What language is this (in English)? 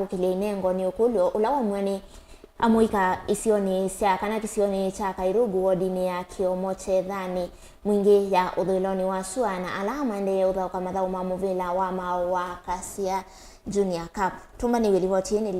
Kamba